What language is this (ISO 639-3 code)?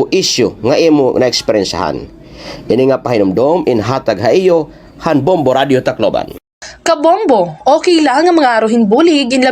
war